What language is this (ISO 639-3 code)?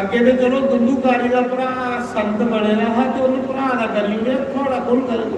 doi